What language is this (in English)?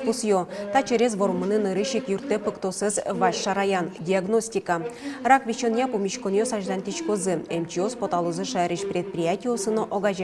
Udmurt